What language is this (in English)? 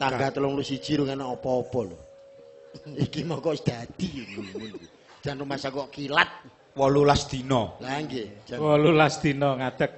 Javanese